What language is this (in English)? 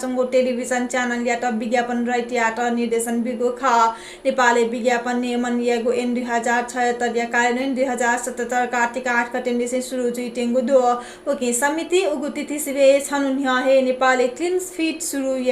Newari